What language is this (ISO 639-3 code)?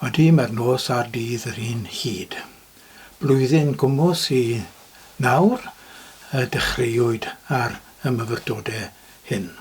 cym